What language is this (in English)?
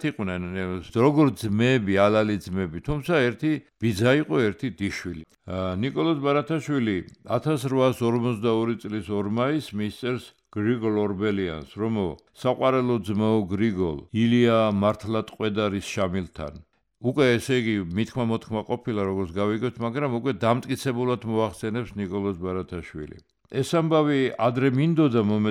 Georgian